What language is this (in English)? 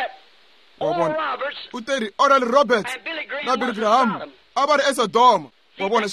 Tsonga